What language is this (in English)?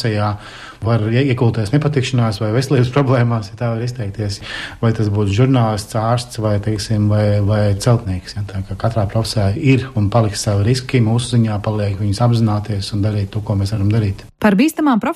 Latvian